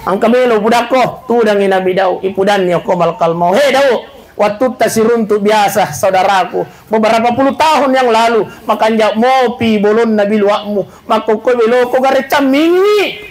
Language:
Buginese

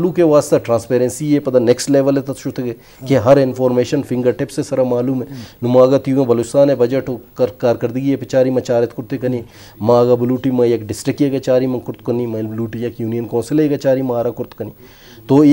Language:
Baluchi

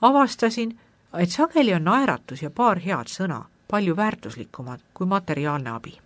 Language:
Estonian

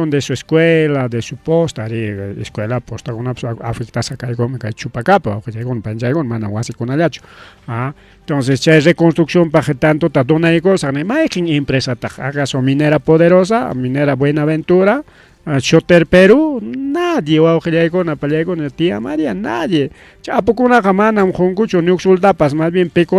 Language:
Ayacucho Quechua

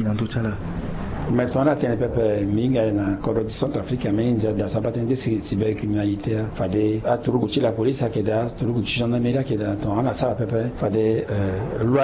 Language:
Sango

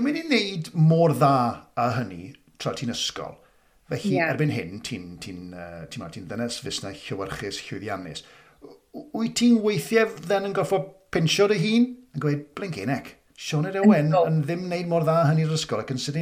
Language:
Welsh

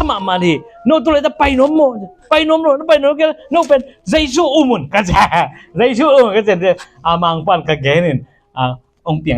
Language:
Tedim Chin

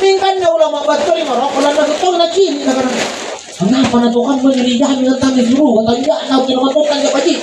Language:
Makasar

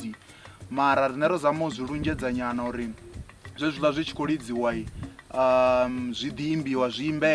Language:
Venda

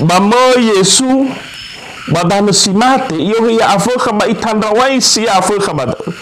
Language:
Nias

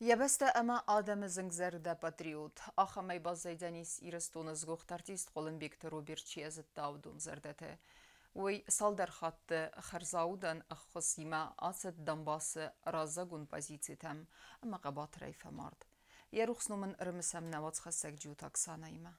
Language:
Ossetic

